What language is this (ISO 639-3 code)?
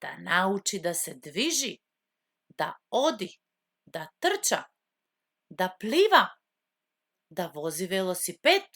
mkd